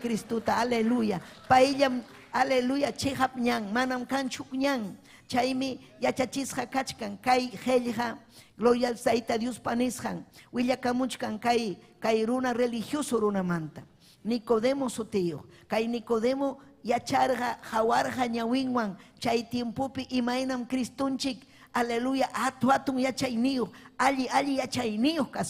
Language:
Ayacucho Quechua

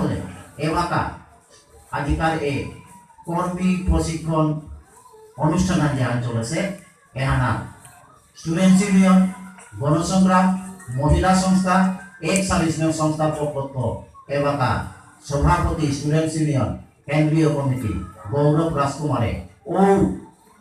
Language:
Bishnupriya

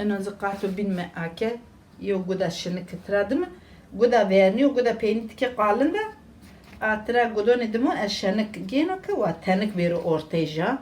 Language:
Zaza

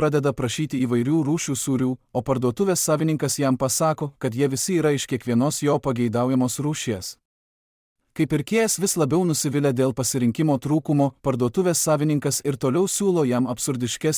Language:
Lithuanian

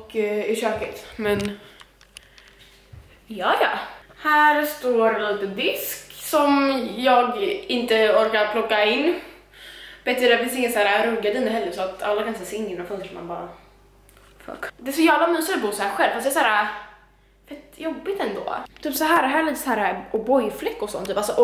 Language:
Swedish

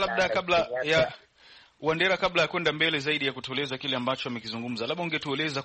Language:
Swahili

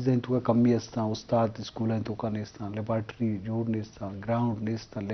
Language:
Eastern Balochi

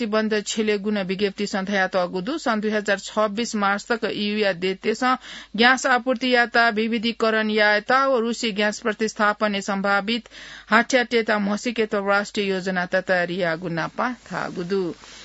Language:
Newari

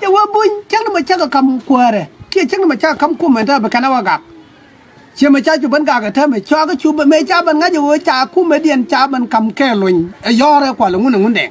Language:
Nuer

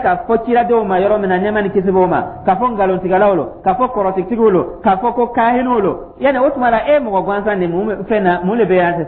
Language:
Dyula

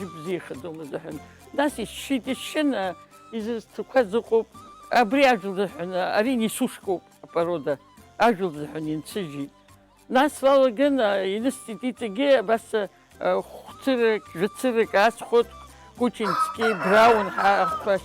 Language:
Abkhazian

